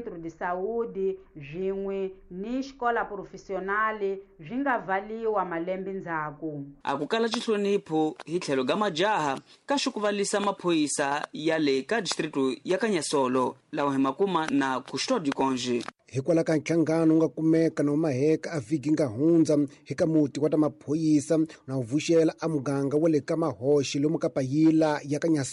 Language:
Tsonga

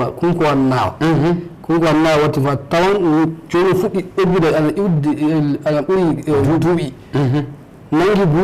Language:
Fula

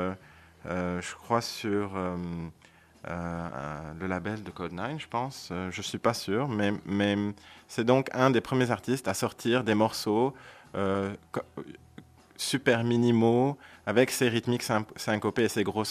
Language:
French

